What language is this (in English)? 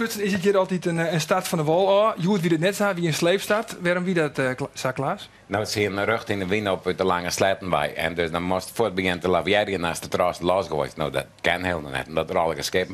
Western Frisian